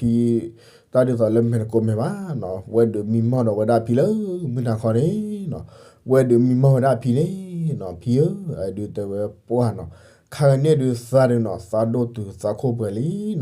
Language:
S'gaw Karen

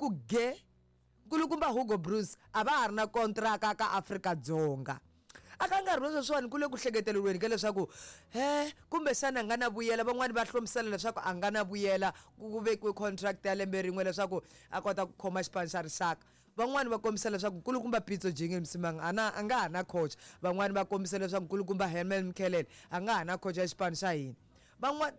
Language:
Tsonga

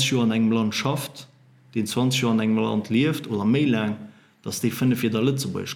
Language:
Luxembourgish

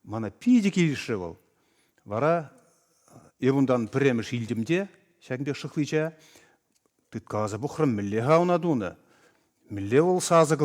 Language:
Chuvash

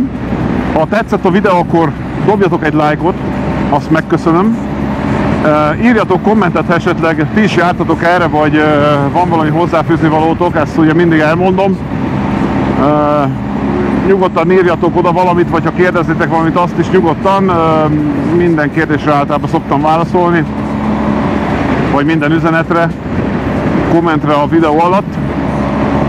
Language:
Hungarian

